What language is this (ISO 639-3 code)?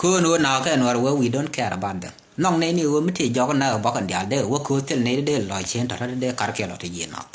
nus